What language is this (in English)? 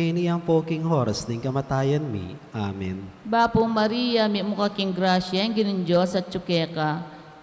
Pampanga